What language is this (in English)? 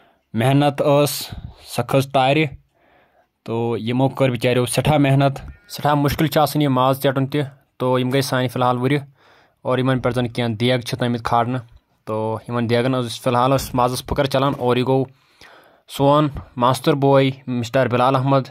Kashmiri